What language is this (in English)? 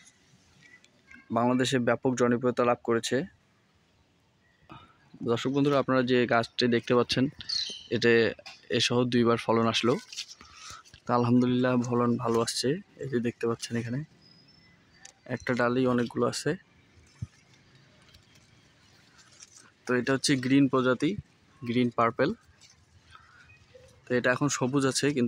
Bangla